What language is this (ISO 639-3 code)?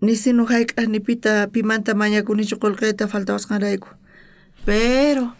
quh